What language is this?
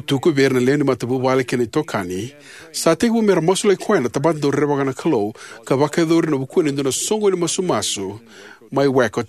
Fijian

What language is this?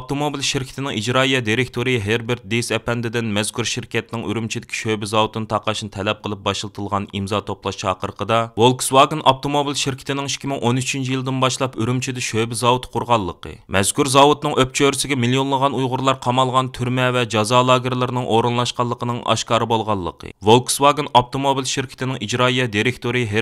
Uyghur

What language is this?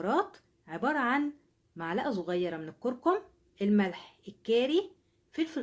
Egyptian Arabic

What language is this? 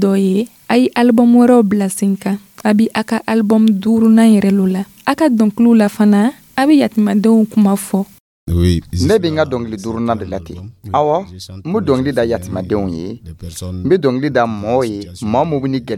Dyula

